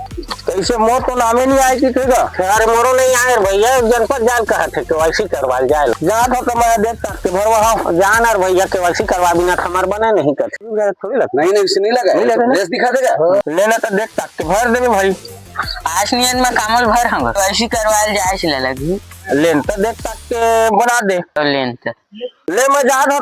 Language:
Chhattisgarhi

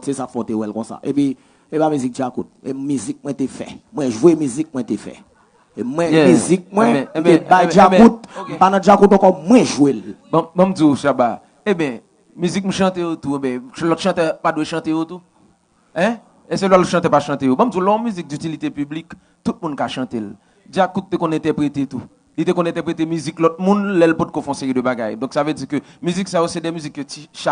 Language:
Haitian Creole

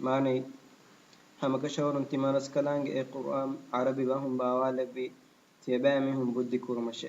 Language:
Divehi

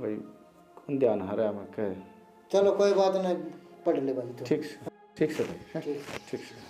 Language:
Haryanvi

